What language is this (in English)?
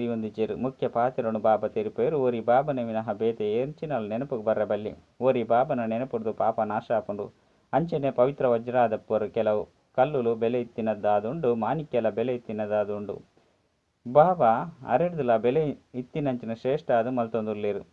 Tulu